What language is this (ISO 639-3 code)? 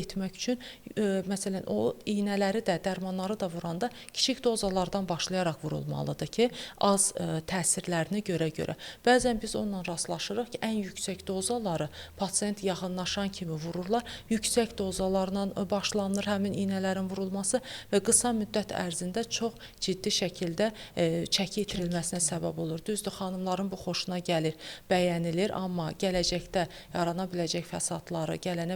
aze